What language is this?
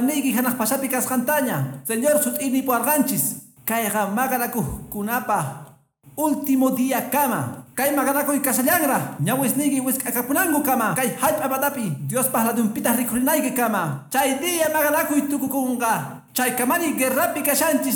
Quechua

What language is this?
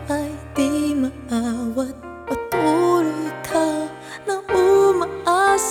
Filipino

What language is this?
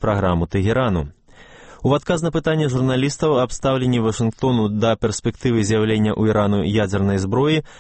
Belarusian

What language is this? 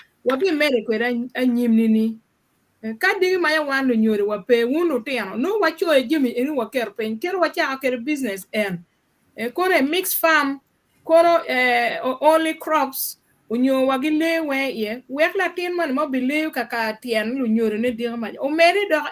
Acoli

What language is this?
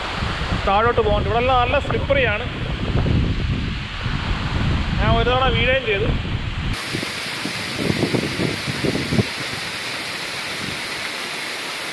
Malayalam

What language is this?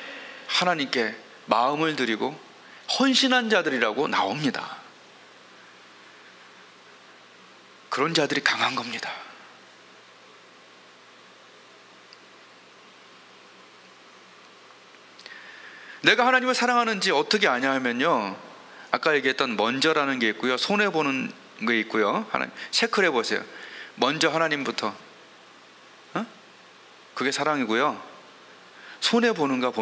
Korean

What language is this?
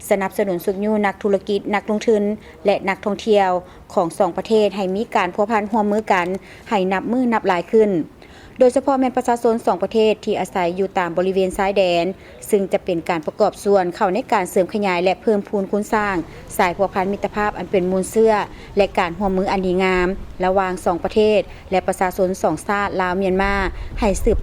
Lao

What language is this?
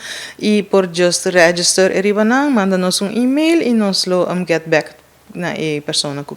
Papiamento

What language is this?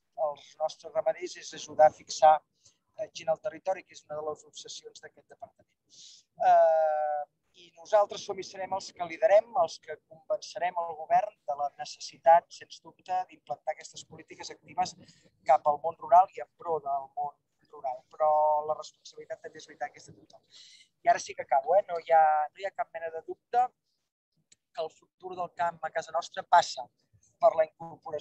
Catalan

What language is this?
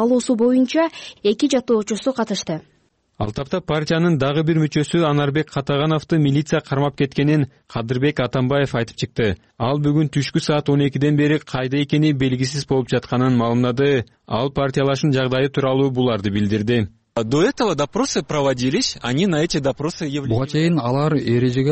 Kyrgyz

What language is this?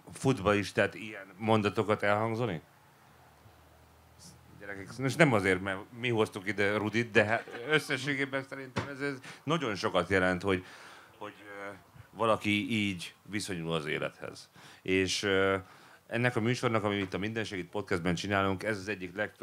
Hungarian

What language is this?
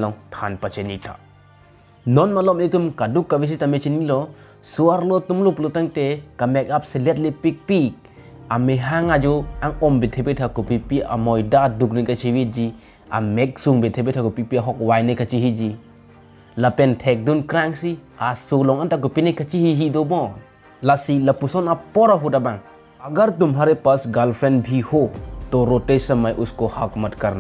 Karbi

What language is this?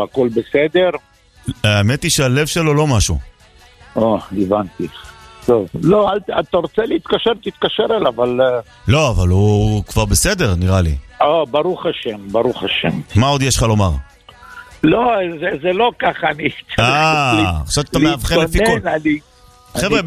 Hebrew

